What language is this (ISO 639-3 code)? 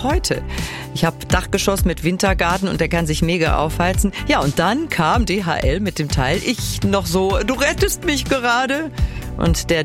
deu